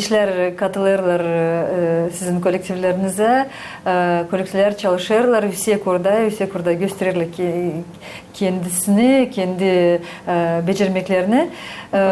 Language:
Gagauz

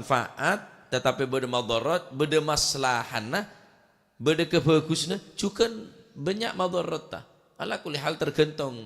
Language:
Madurese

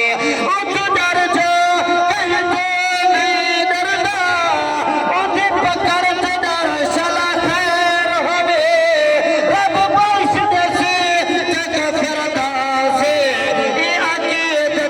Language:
Saraiki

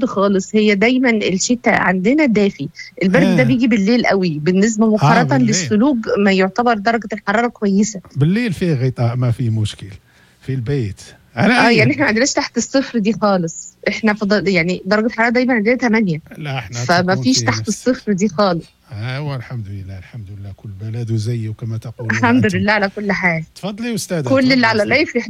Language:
Moroccan Arabic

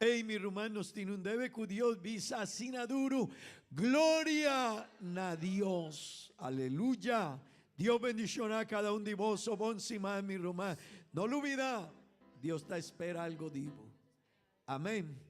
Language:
Papiamento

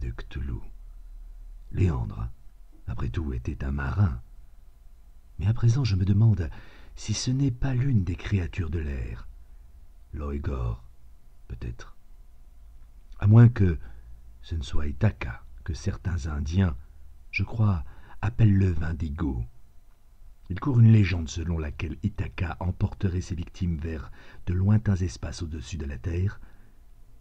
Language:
French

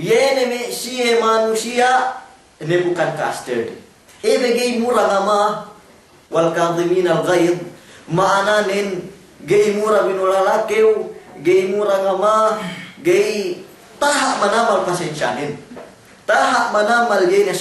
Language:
Yakan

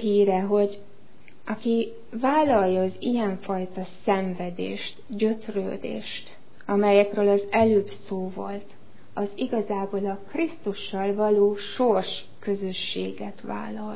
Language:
Hungarian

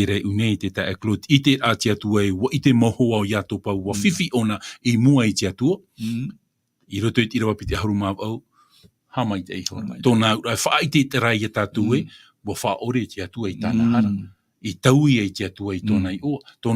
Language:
Tahitian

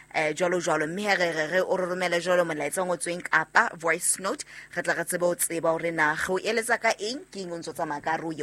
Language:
Southern Sotho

